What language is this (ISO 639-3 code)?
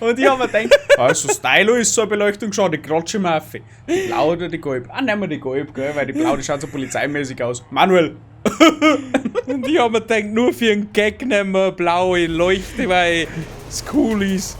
bar